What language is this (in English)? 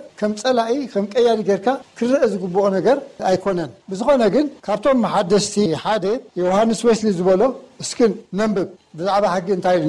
Tigrinya